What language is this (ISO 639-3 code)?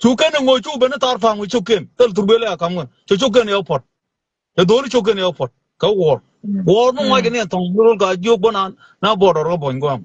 nus